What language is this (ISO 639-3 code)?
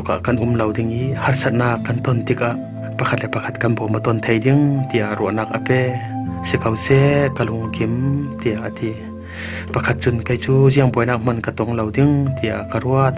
cfm